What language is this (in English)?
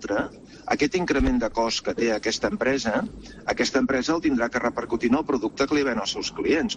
Catalan